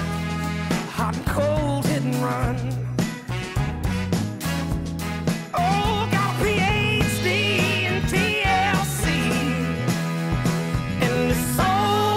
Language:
English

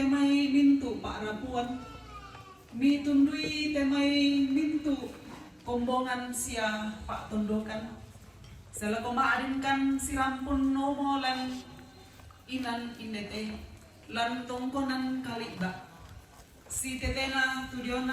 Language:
Toraja-Sa'dan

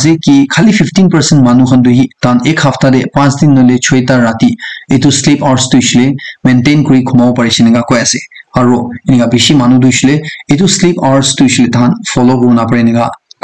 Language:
Naga Pidgin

